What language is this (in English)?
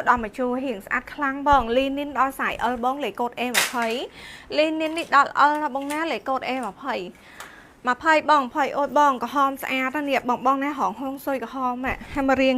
Khmer